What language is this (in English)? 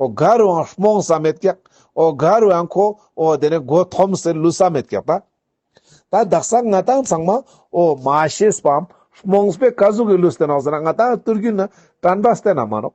Ladakhi